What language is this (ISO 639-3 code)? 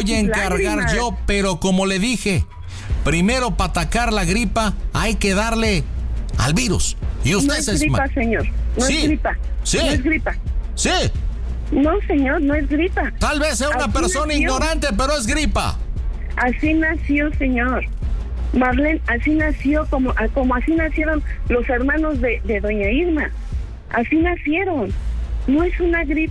spa